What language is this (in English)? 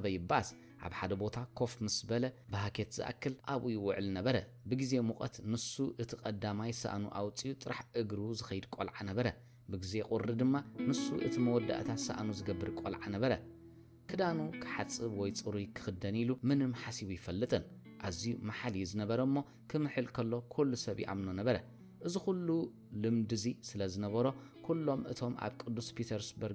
Tigrinya